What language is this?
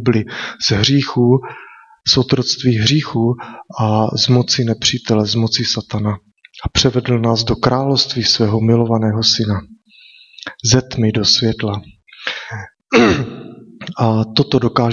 Czech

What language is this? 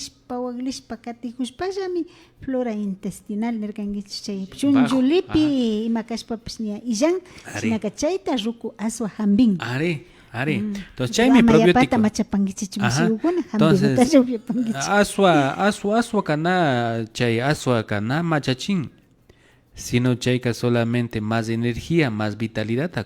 Imbabura Highland Quichua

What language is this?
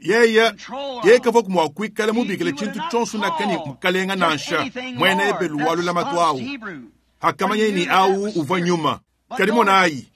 Luba-Lulua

